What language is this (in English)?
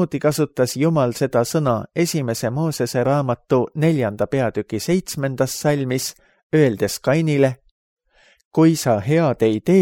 Estonian